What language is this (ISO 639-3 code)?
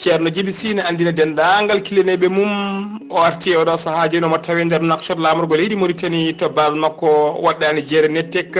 ful